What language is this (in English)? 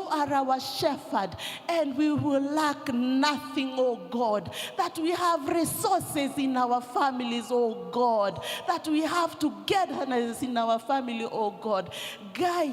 Kikuyu